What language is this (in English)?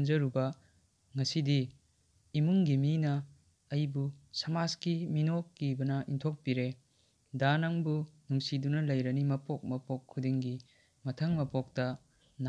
Manipuri